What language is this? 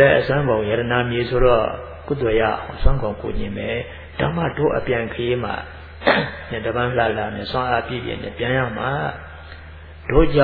Burmese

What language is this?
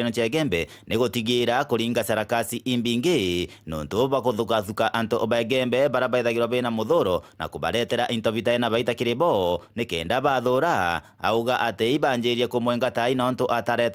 Meru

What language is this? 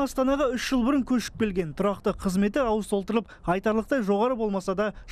Kazakh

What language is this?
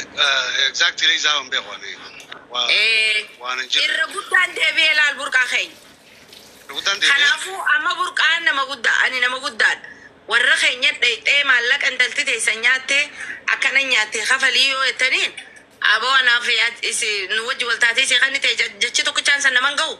Oromo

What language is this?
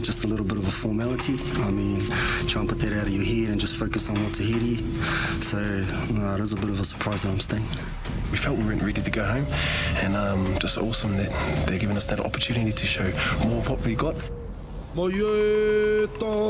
Māori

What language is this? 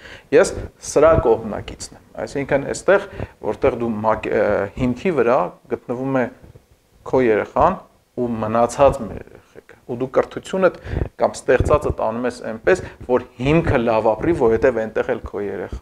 Armenian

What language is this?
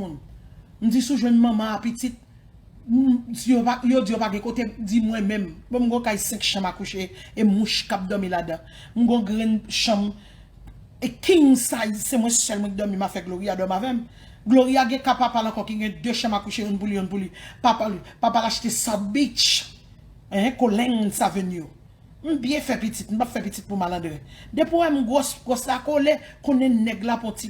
Haitian Creole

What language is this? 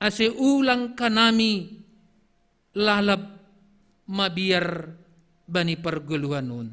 Batak Simalungun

